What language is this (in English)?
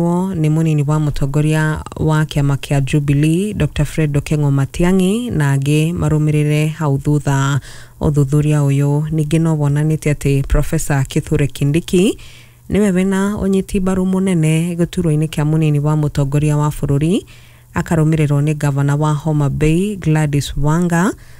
Kikuyu